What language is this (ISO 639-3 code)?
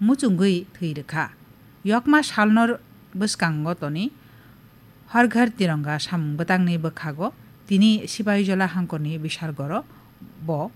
trp